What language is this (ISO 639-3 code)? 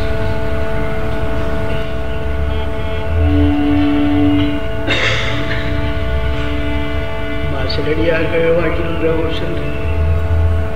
tam